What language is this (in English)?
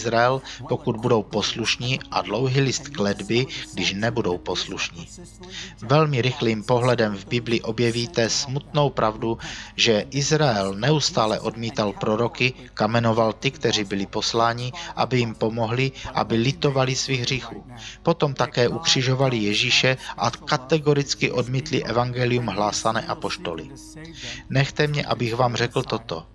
Czech